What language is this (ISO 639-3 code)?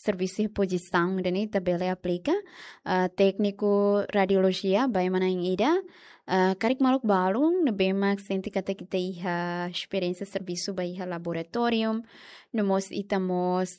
tet